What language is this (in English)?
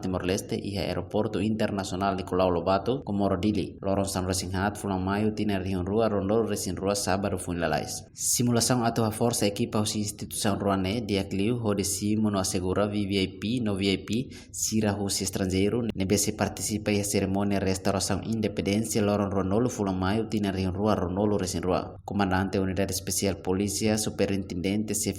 Tetum